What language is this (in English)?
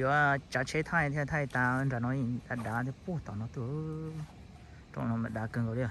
Hmong